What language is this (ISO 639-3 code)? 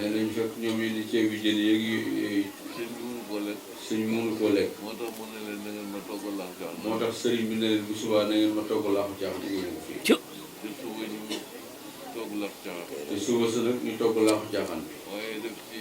wol